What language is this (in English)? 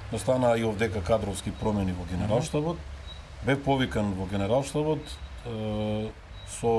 Macedonian